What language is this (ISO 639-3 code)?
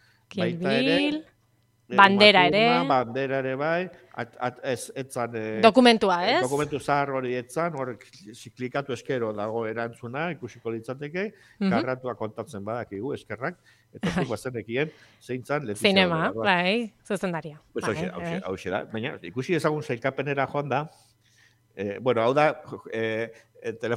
eus